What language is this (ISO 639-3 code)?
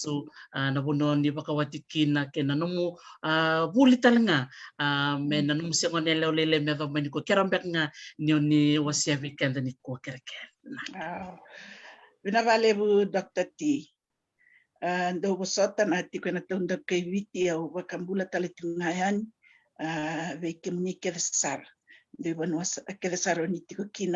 fij